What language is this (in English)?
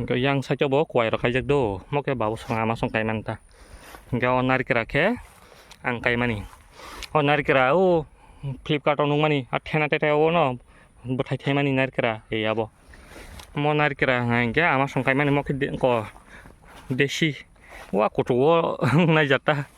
Kok Borok